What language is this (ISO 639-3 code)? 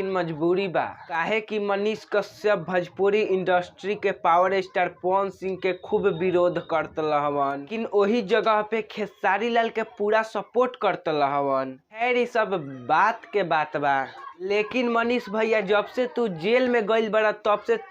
bho